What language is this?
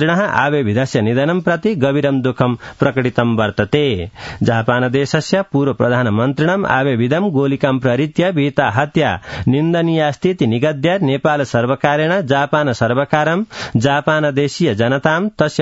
Sanskrit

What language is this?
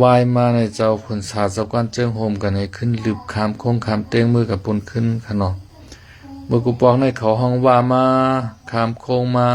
Shan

